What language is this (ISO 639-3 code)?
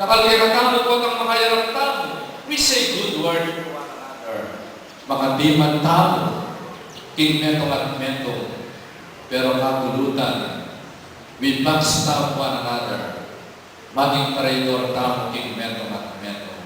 pam